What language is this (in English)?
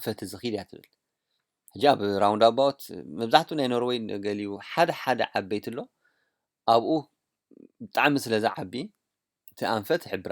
Tigrinya